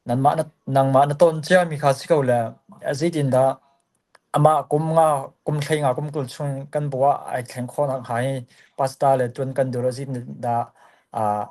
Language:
Hakha Chin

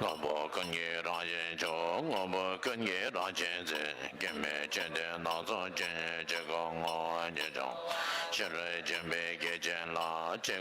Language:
Tibetan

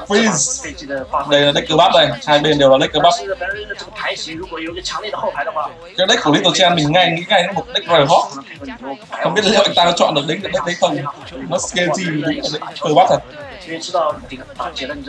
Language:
Vietnamese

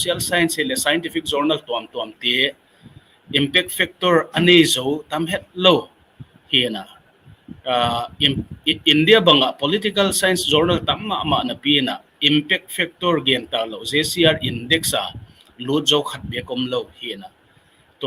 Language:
Tedim Chin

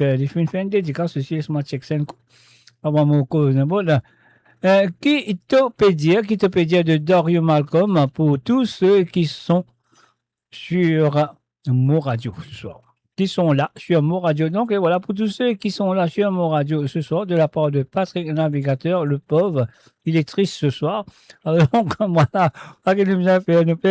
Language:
Morisyen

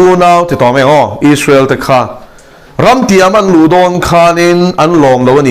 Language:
Mizo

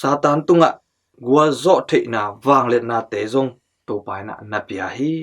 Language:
Tedim Chin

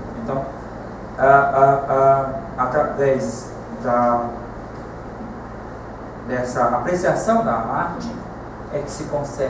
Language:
Portuguese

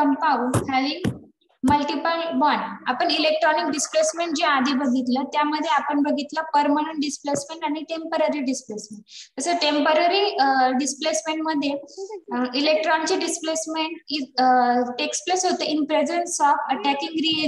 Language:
Marathi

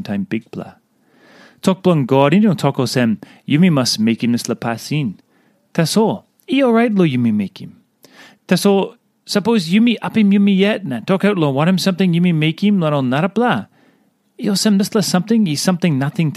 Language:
Tok Pisin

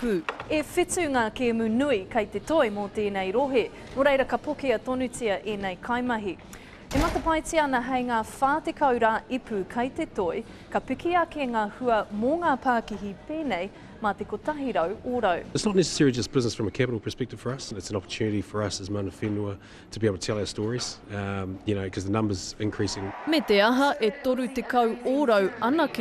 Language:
Māori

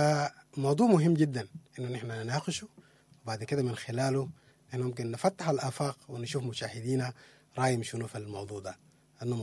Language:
Sudanese Arabic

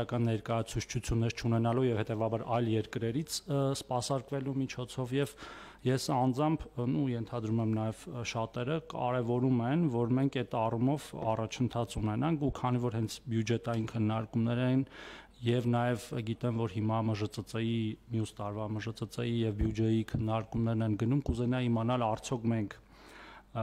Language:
Armenian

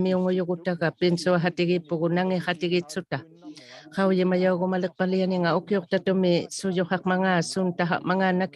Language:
Inuktitut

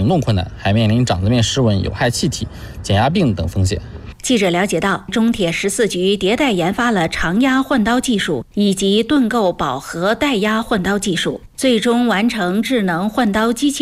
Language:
Chinese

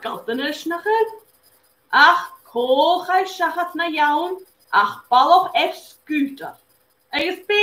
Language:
Scottish Gaelic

